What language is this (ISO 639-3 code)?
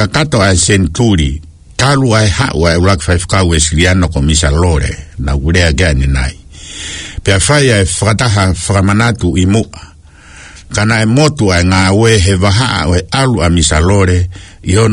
ton